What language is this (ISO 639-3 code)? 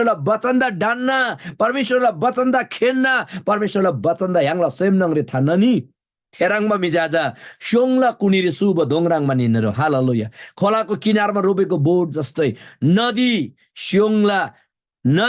taj